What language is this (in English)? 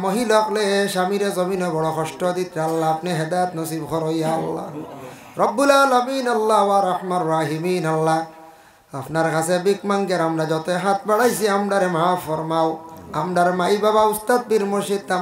Sylheti